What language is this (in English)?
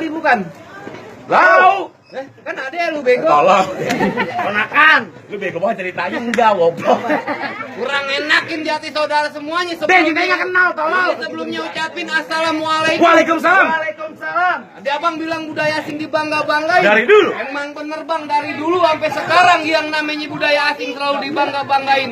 Betawi